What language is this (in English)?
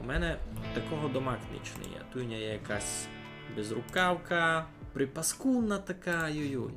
Rusyn